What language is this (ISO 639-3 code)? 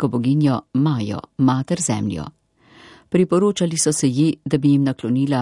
slv